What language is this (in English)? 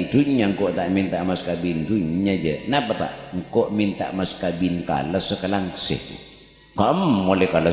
Madurese